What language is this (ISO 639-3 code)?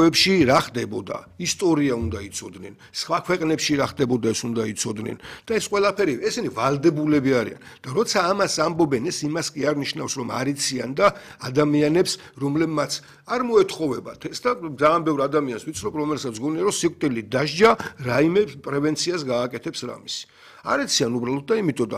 kat